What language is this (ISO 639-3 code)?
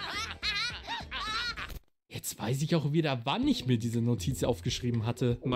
deu